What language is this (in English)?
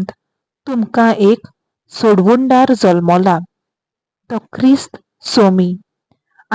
Konkani